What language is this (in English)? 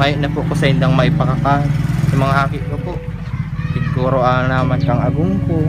Bikol